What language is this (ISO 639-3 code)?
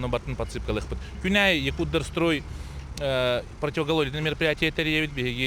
sah